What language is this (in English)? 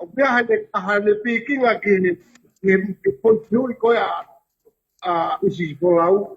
Tongan